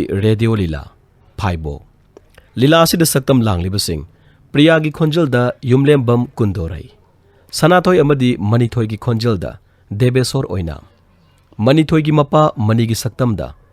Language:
Manipuri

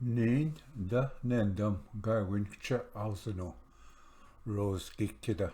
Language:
Ojibwa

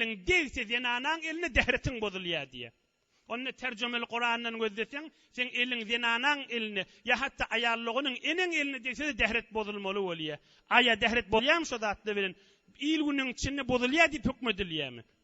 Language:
Turkmen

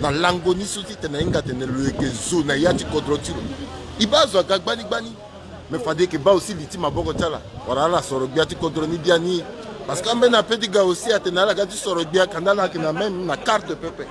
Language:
Sango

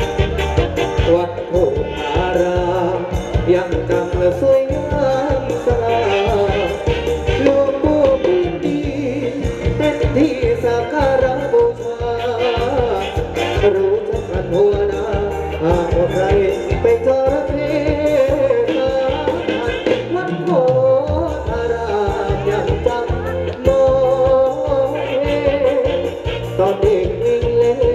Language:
Thai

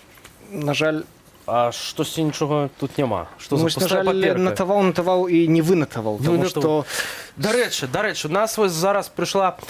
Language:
Belarusian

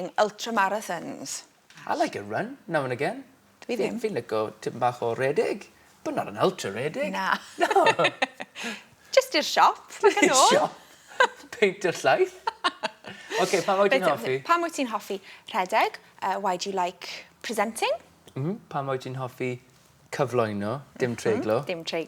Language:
Welsh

